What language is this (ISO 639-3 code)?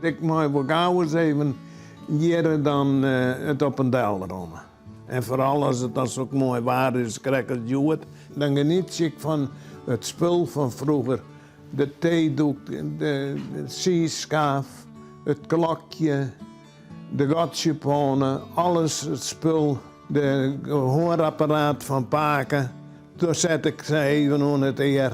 fry